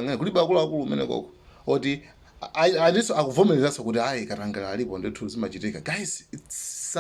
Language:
Nyanja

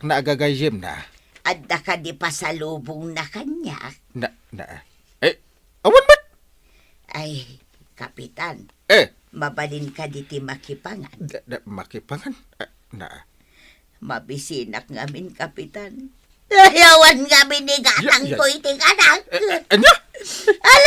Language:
Iloko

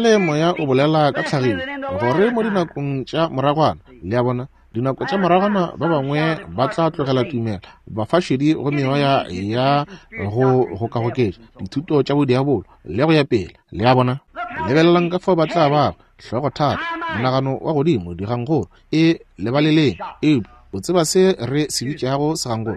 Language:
Northern Sotho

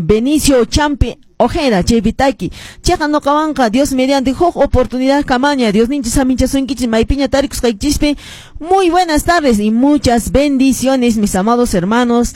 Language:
Quechua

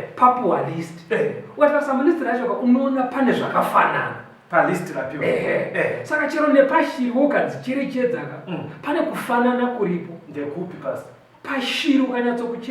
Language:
Shona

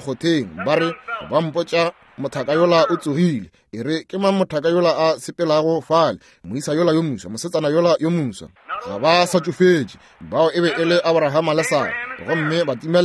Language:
Northern Sotho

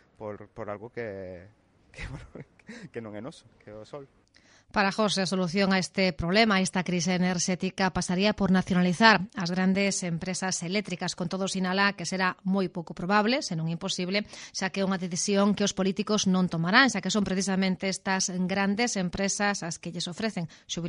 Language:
Galician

